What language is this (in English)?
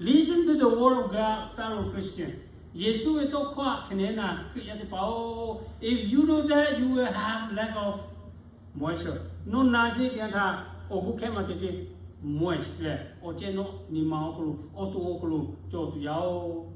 Lahu